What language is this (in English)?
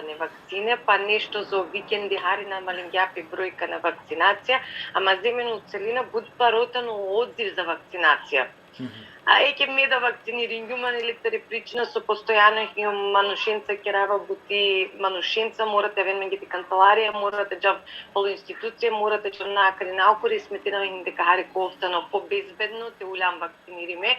Balkan Romani